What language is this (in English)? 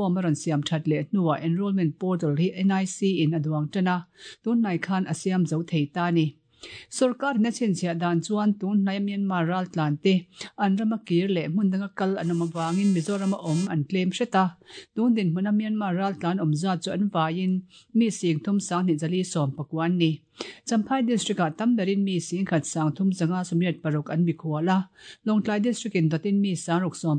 Mizo